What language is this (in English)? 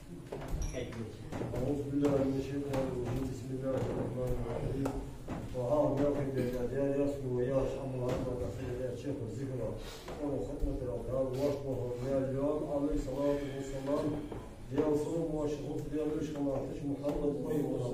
Ingush